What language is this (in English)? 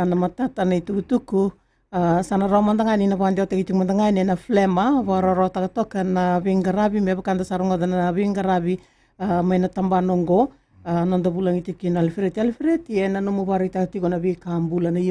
Fijian